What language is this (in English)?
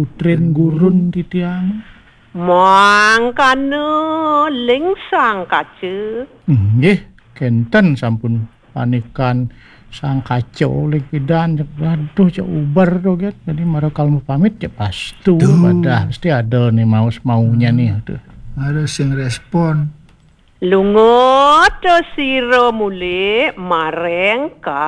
Balinese